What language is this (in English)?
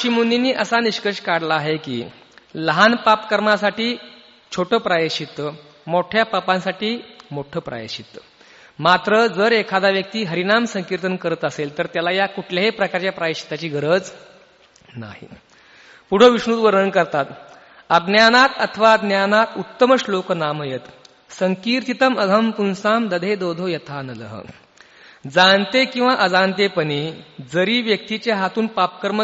Marathi